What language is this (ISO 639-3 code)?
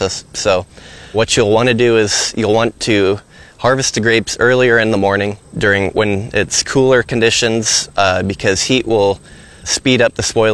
eng